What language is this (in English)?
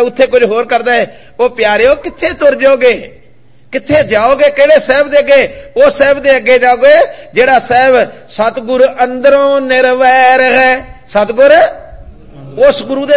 Punjabi